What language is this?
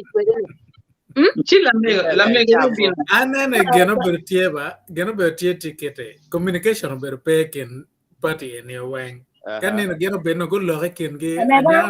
Acoli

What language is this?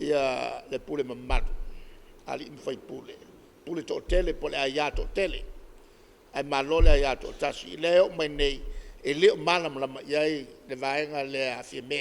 Samoan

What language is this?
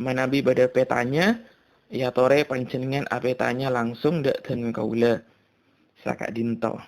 Madurese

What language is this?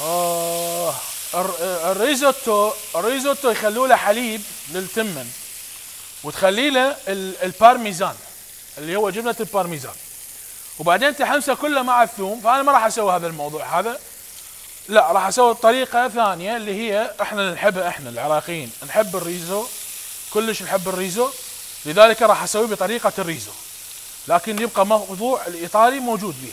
Mesopotamian Arabic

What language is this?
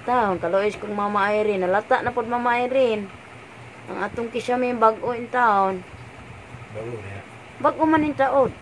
Cebuano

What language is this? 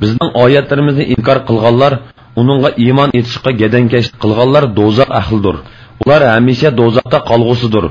Uyghur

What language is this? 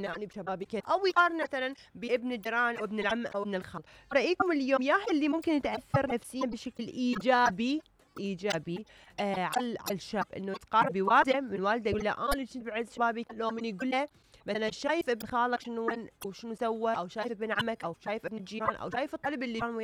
Mesopotamian Arabic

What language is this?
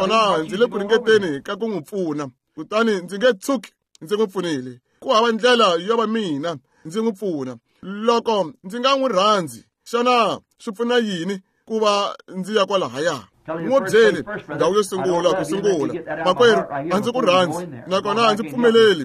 Tsonga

